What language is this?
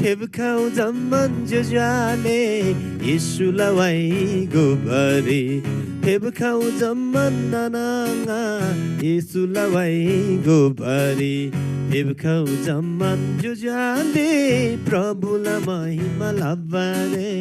Eastern Tamang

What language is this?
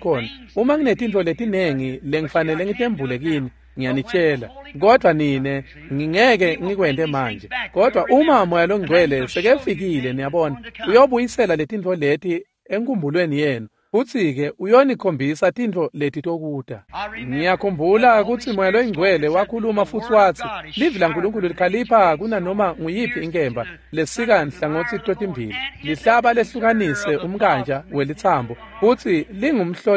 Swati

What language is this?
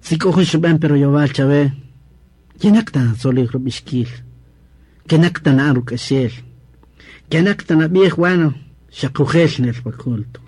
Kaqchikel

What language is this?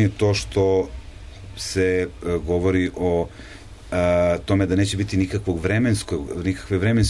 Serbian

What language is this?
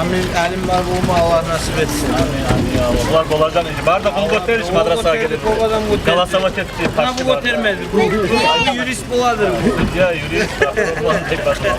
Kumyk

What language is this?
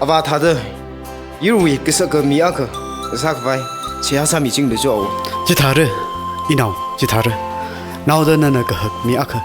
Tangkhul Naga (India)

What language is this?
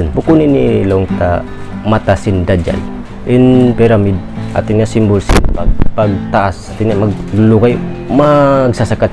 Tausug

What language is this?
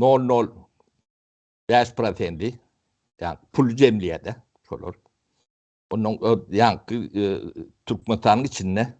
Turkmen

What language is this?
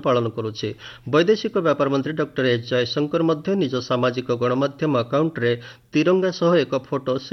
Odia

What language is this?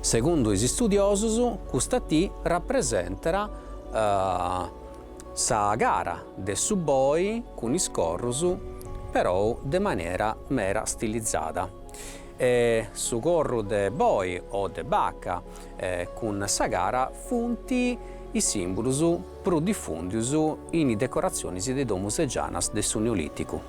Sardinian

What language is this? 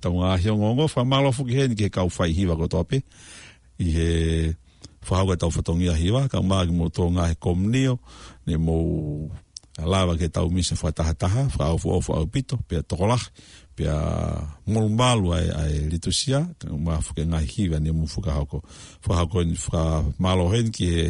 Tongan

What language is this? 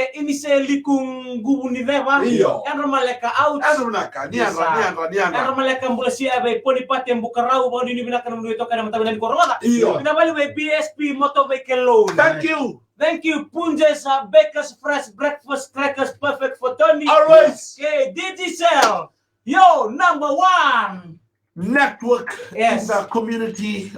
Fijian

